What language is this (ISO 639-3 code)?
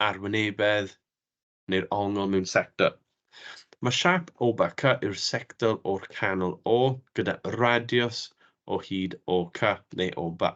cym